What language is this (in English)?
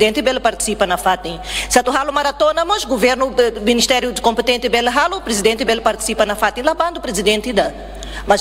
Tetum